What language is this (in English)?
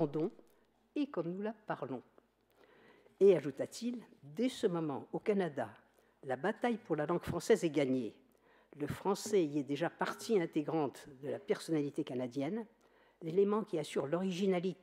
French